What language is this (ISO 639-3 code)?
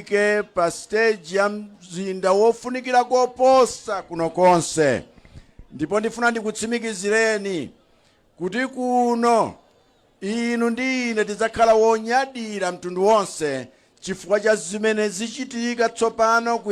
nya